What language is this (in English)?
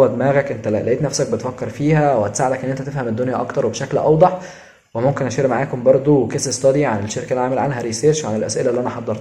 Egyptian Arabic